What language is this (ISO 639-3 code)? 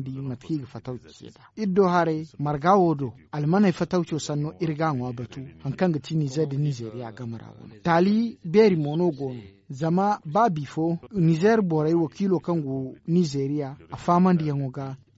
dje